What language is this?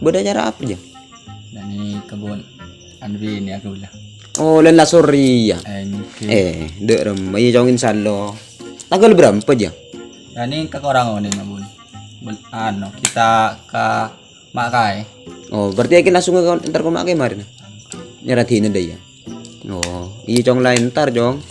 Madurese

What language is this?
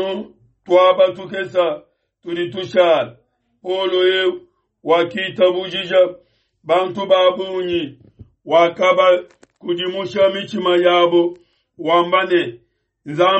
Luba-Lulua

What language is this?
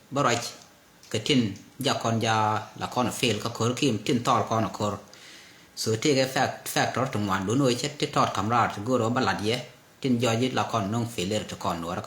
Nuer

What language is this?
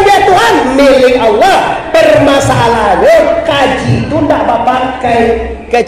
Minangkabau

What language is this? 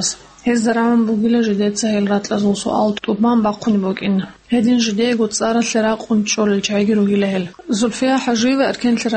Avaric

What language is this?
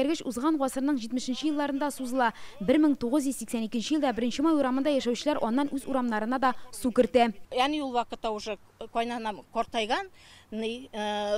Tatar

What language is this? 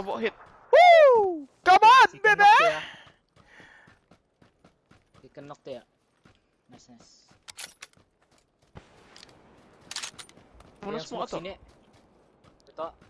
Malay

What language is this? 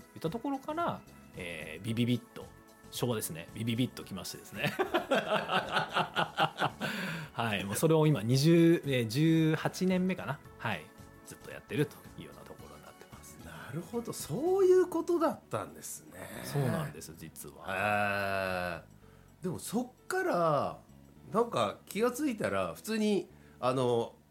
Japanese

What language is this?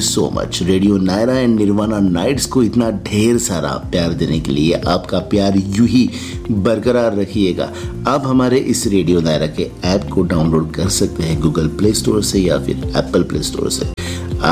Hindi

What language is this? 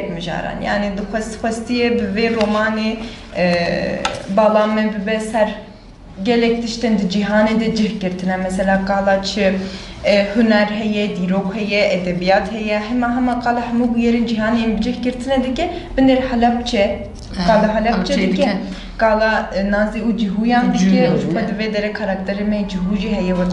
Kurdish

